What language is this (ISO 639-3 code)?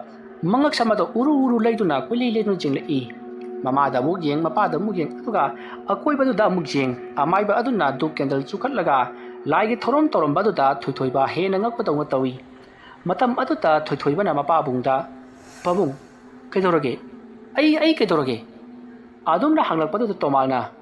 mni